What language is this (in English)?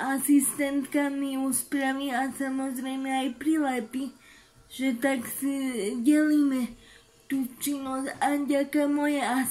Slovak